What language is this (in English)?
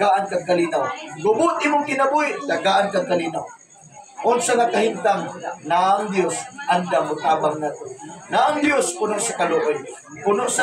Cebuano